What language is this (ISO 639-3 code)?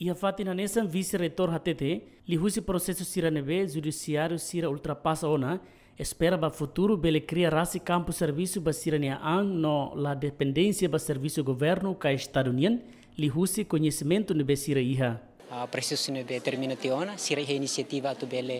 tet